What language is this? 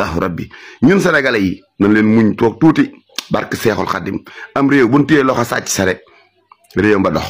Wolof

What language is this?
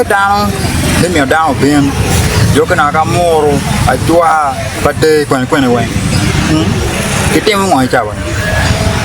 Acoli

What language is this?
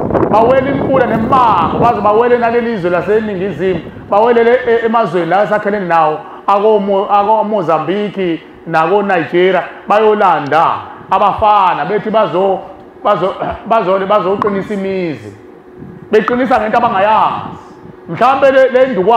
Zulu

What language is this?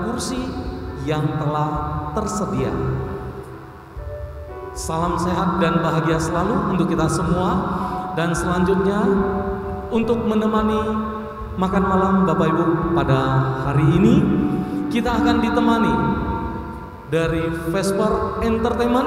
Indonesian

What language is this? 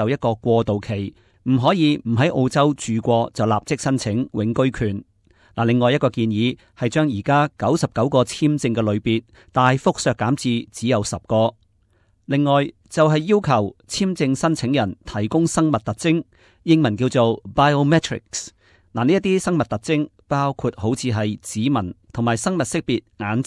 Cantonese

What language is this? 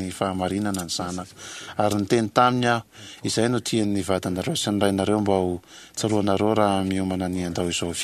Malagasy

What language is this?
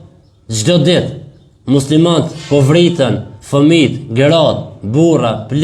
Albanian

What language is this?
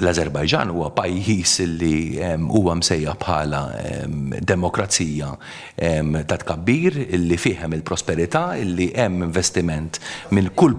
Maltese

